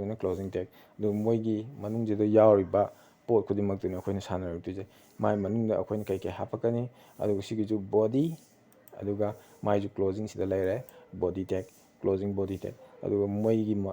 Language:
Manipuri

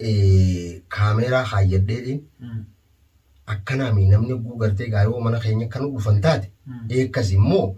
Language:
Oromo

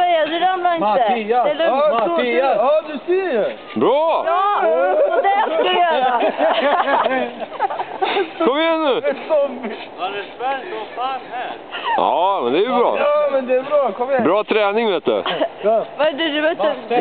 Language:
Swedish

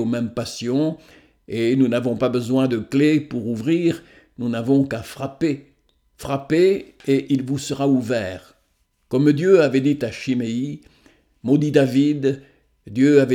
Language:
French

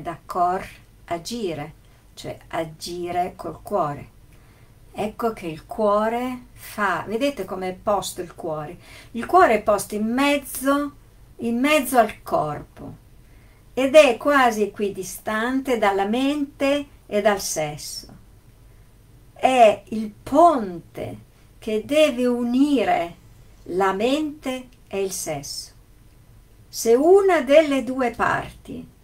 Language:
Italian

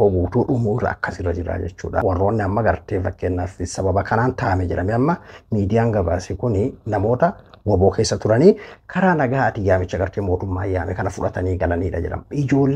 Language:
Oromo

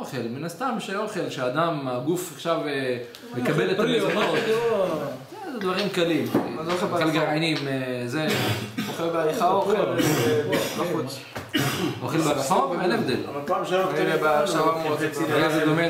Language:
Hebrew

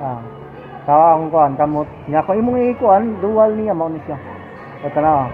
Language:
Cebuano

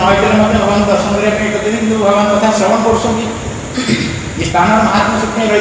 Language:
Odia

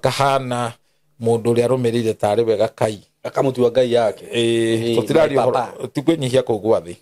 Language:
Kikuyu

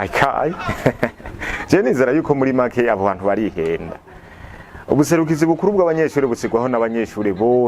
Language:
Rundi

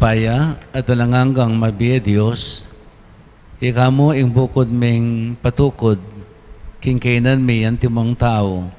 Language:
Pampanga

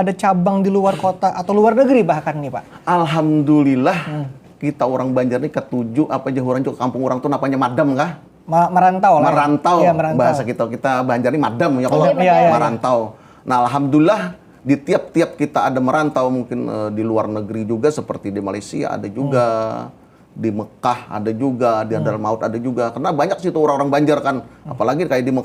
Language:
Banjar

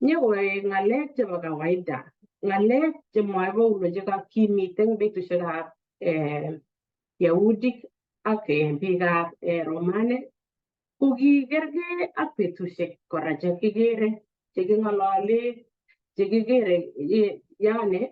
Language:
Kalenjin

